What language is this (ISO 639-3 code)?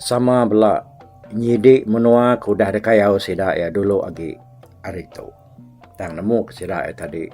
iba